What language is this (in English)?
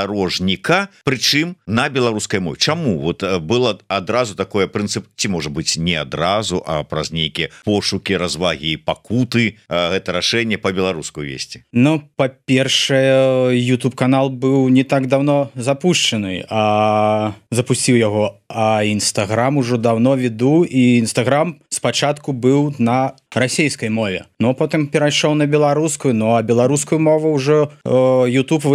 Belarusian